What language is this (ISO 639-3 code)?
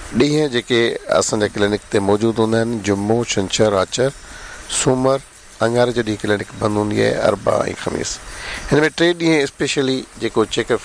snd